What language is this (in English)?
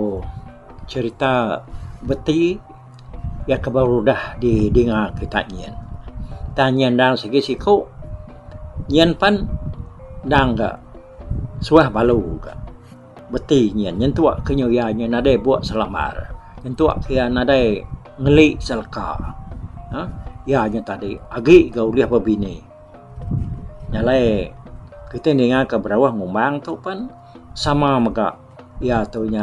Iban